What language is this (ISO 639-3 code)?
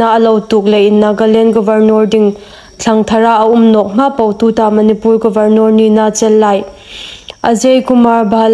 hmr